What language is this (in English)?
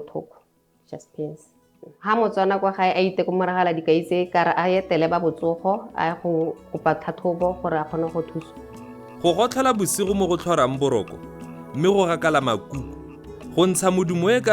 Tswana